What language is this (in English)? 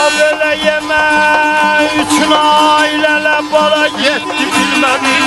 South Azerbaijani